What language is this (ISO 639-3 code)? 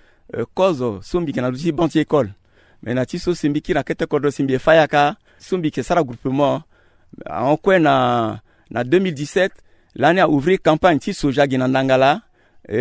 sag